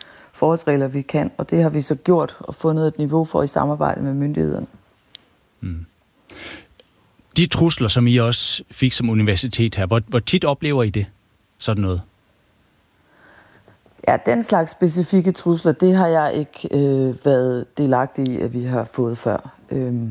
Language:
Danish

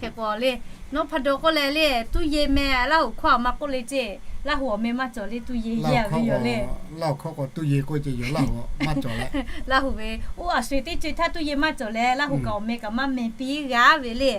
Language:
Lahu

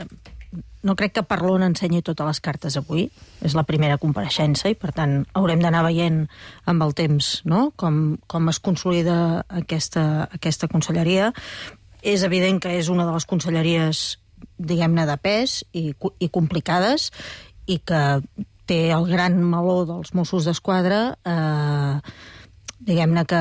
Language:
Catalan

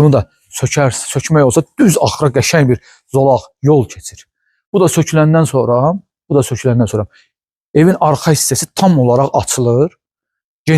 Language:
Azerbaijani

